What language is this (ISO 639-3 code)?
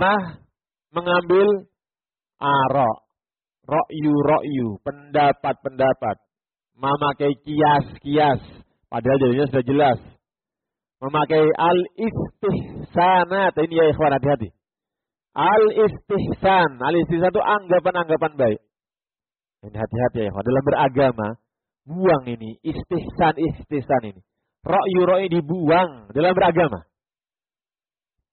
ind